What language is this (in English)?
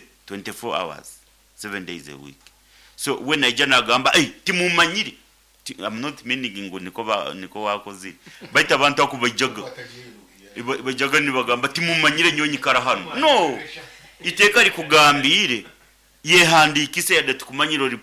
Nyoro